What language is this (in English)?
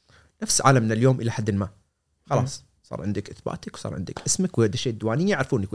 Gulf Arabic